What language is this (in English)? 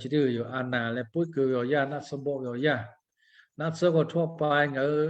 Lahu